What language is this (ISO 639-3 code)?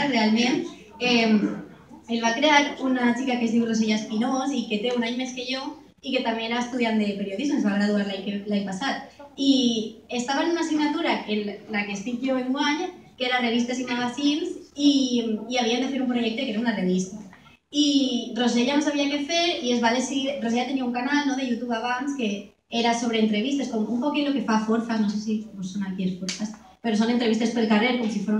cat